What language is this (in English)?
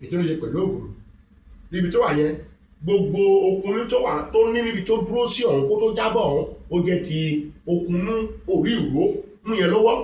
Yoruba